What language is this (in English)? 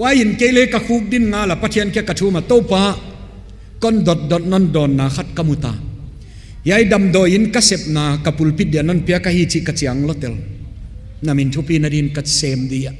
Tedim Chin